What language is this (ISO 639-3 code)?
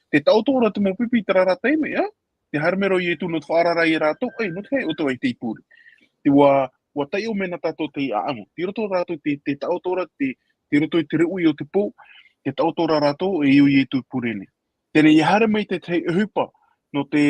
tah